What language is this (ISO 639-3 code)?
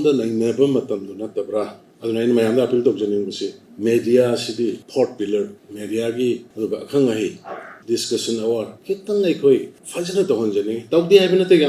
mni